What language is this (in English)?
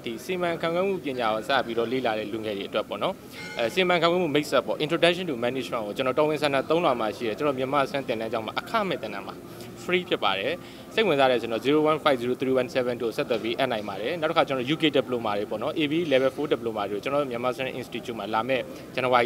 Burmese